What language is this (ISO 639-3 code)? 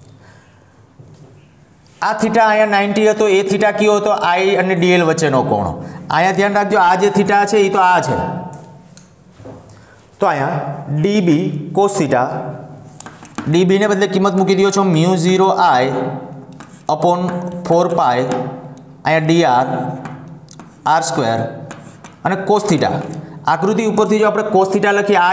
guj